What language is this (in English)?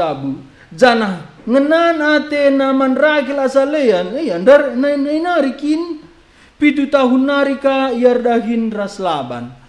Batak Karo